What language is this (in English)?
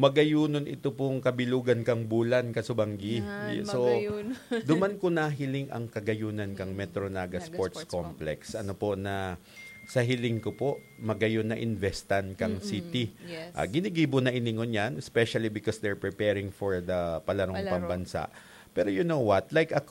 Bikol